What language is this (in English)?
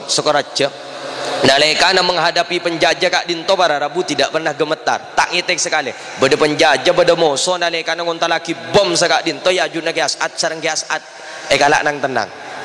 Madurese